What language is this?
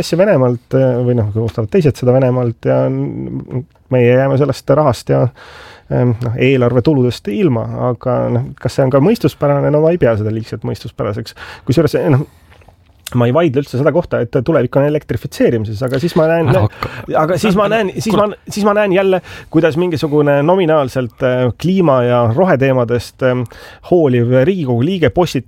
Estonian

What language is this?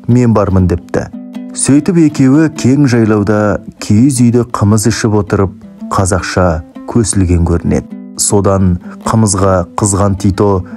Kazakh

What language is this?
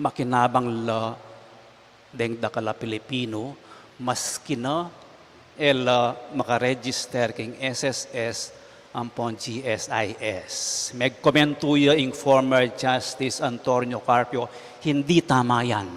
Pampanga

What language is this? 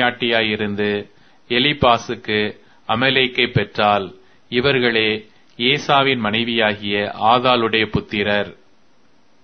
Tamil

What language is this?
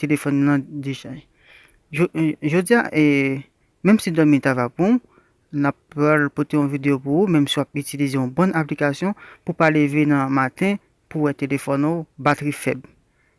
Haitian Creole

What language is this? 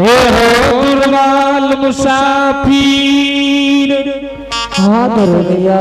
Angika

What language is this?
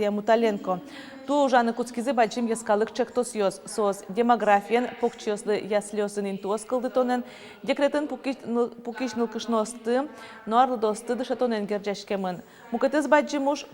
Udmurt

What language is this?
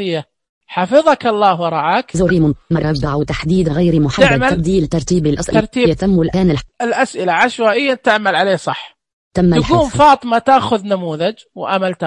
Najdi Arabic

